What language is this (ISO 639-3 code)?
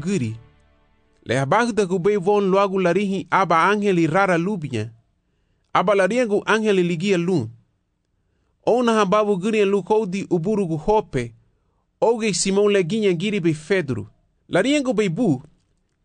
cab